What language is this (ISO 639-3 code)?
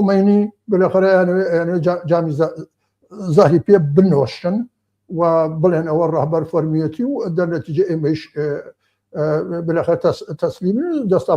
ckb